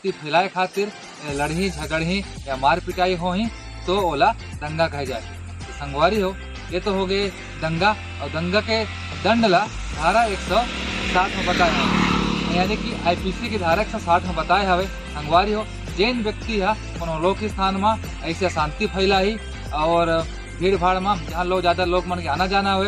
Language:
Chhattisgarhi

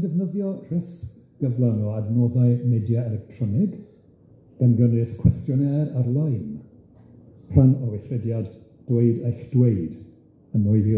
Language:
Welsh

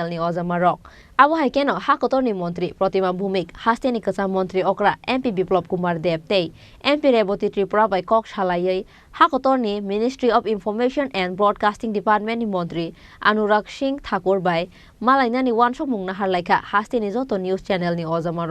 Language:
Kok Borok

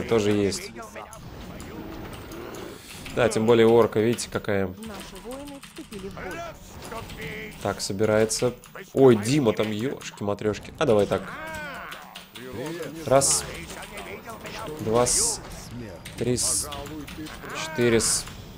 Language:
Russian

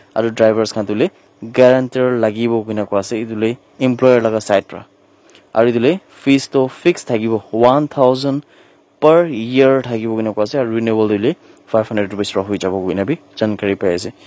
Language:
Naga Pidgin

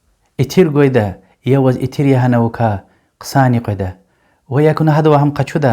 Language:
Lezghian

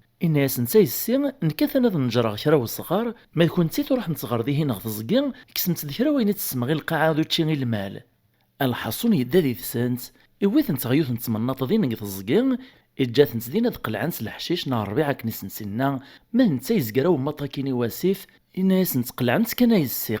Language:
Kabyle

